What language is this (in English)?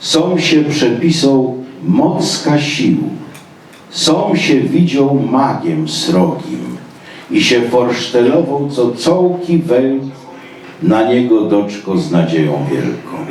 Silesian